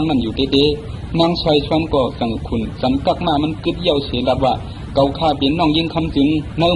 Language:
Shan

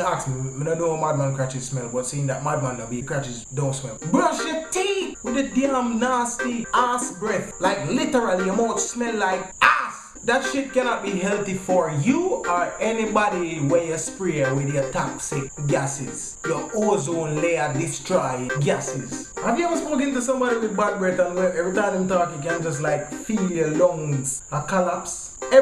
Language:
Jamaican Creole English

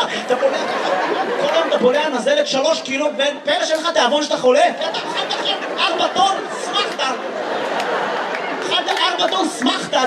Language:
Hebrew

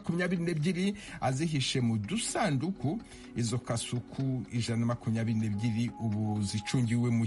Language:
Kinyarwanda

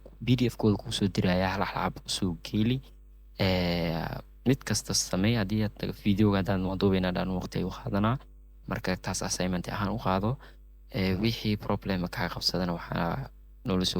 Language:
Somali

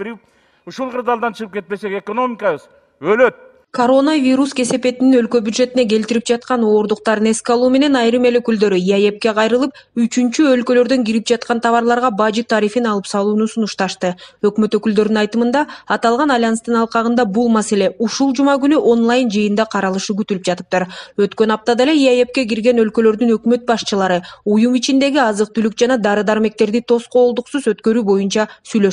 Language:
Kyrgyz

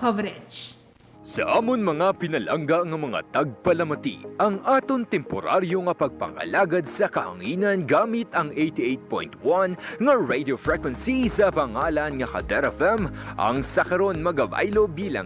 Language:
Hiligaynon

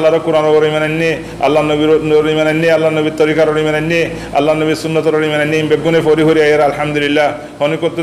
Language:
Rohingya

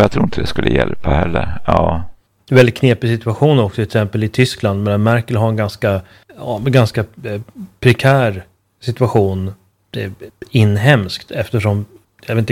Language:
Swedish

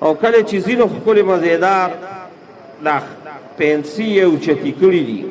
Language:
Pashto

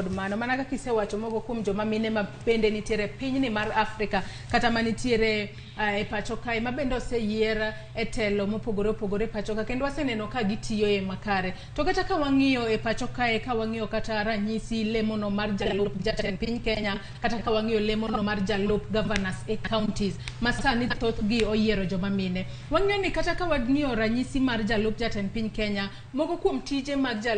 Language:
Luo (Kenya and Tanzania)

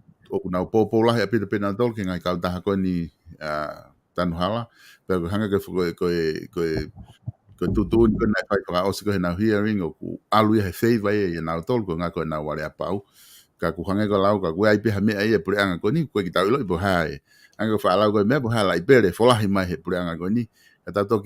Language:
Tongan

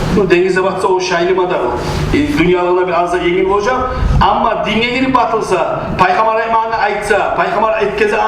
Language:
Kumyk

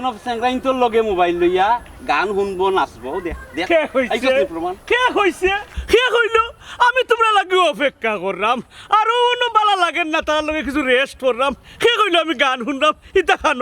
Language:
Sylheti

